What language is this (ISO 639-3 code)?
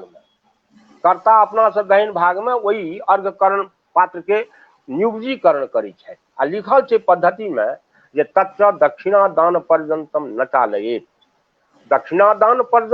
mai